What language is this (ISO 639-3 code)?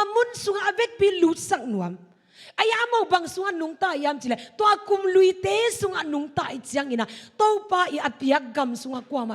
ctd